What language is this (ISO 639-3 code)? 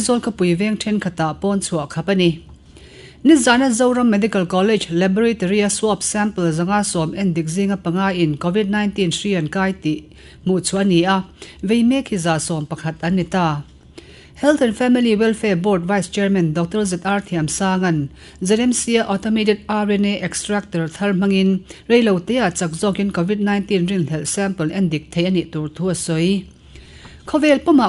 lus